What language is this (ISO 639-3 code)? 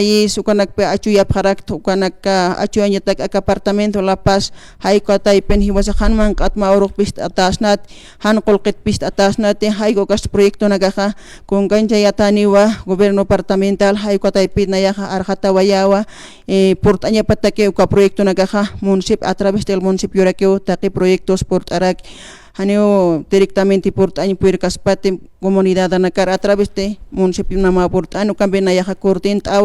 aym